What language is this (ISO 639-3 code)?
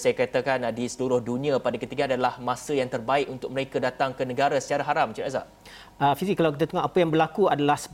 msa